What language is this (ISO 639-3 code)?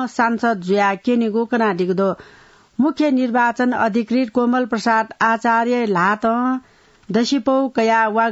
new